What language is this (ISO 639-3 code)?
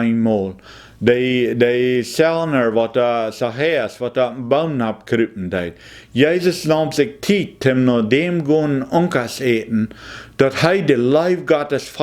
pdt